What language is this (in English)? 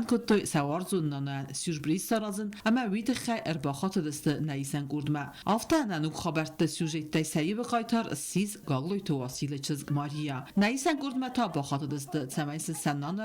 Ossetic